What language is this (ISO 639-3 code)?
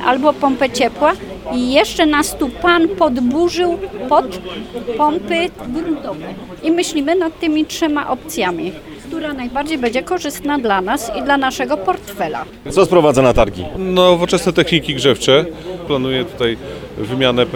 pol